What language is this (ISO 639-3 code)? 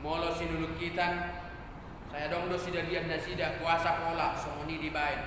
bbc